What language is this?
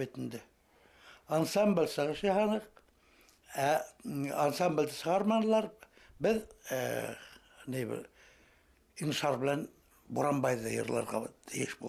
Bashkir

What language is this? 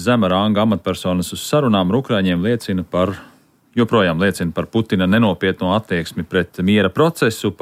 Latvian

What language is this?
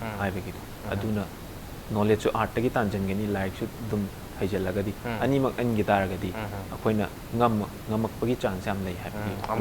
Manipuri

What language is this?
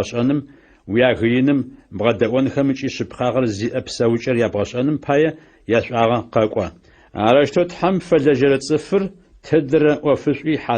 Adyghe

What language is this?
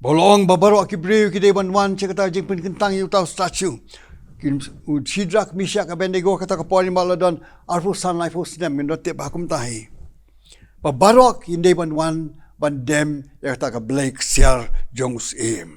Khasi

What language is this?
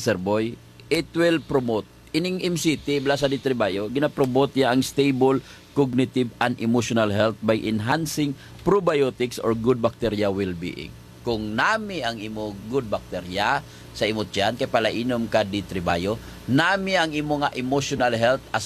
Hiligaynon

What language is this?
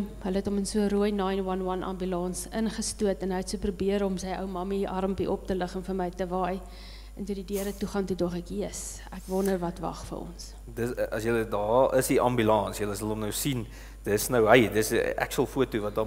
Afrikaans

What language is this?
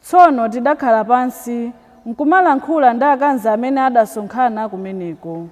Nyanja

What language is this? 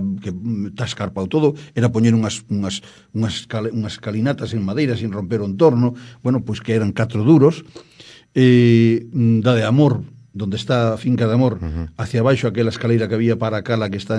Galician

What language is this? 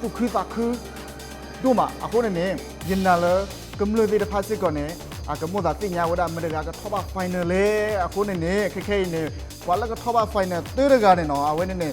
S'gaw Karen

